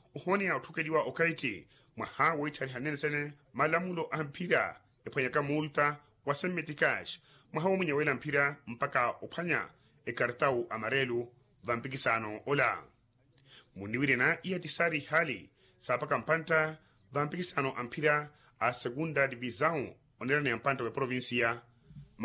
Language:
Makhuwa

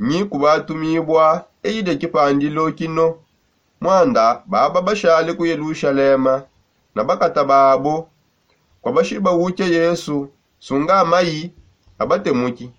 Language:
Songe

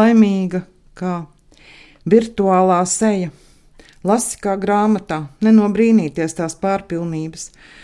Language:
Latvian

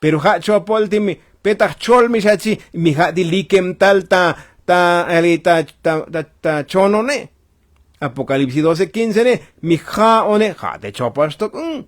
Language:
Tzotzil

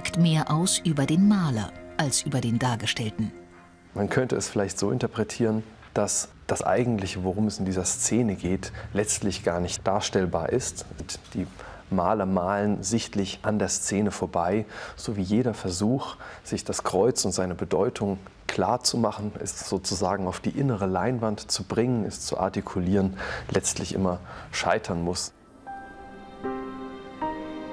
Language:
German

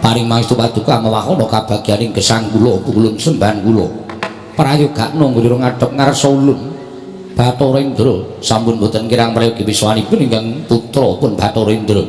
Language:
Javanese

